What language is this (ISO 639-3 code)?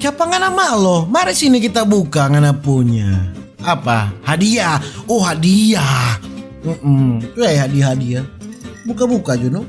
xmm